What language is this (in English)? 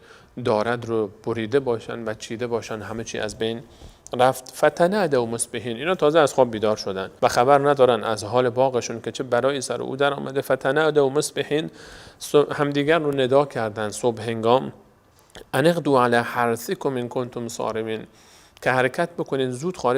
Persian